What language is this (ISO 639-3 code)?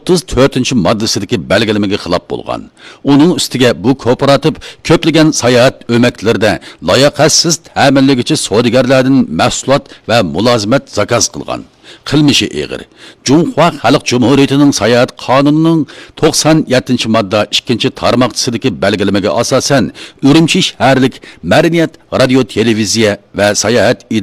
uig